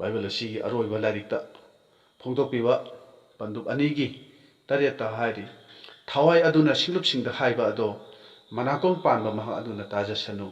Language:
Manipuri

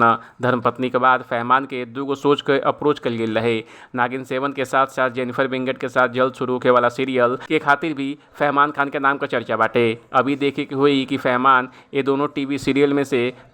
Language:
Bhojpuri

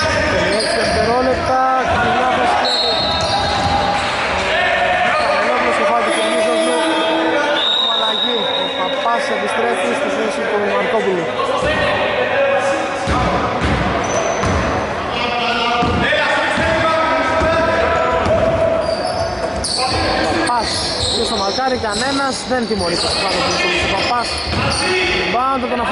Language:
Greek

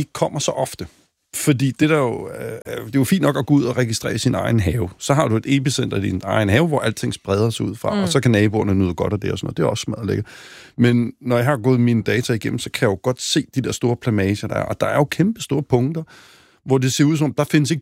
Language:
Danish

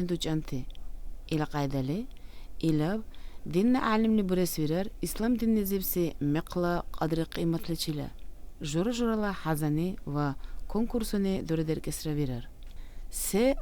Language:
Dargwa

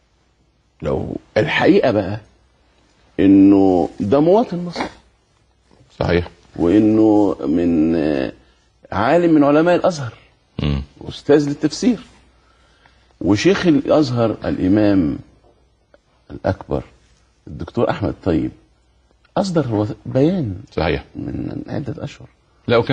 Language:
Egyptian Arabic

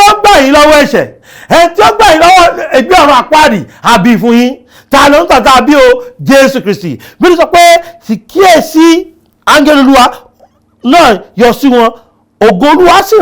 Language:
Yoruba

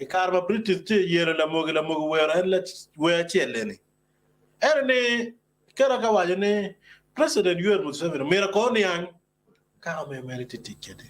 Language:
Acoli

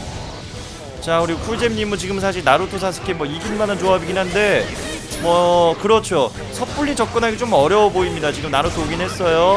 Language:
Korean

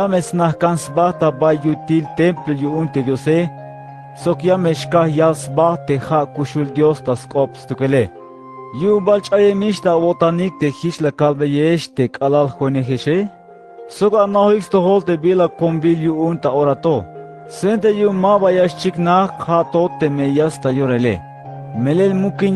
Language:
Tzeltal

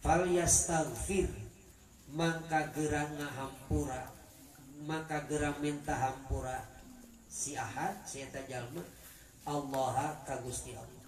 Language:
Sundanese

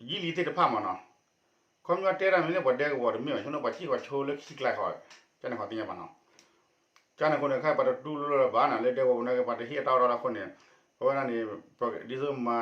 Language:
S'gaw Karen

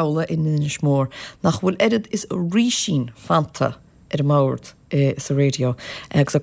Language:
Irish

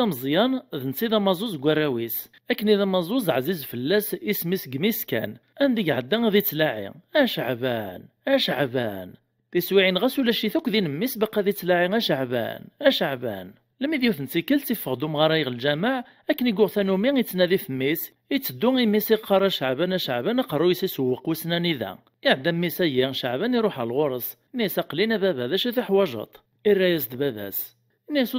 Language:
Kabyle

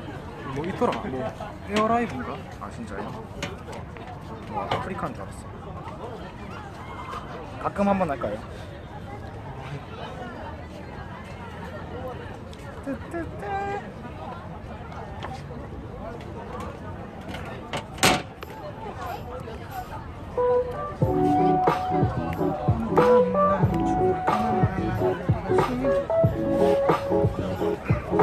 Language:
Korean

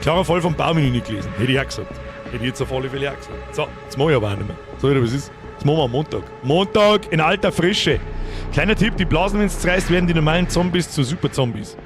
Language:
Bavarian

